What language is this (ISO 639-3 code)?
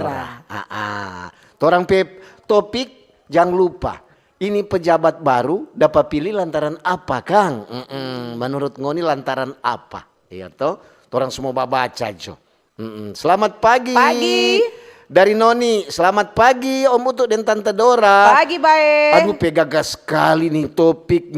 xmm